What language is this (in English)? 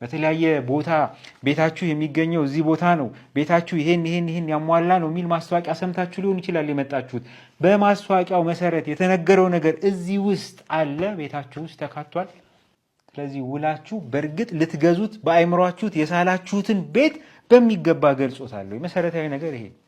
Amharic